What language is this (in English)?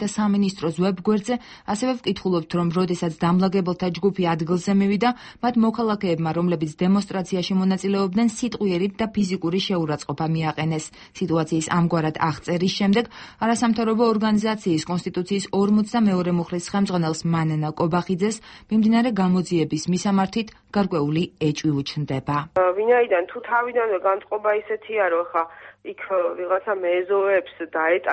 Georgian